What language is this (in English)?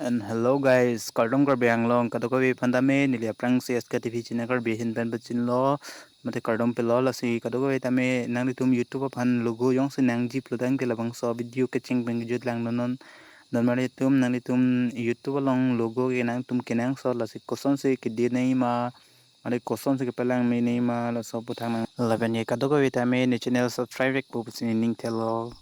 Karbi